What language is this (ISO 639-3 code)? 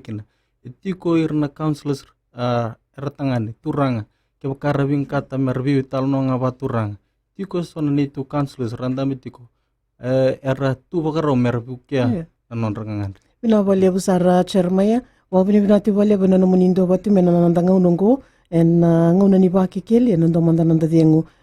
fij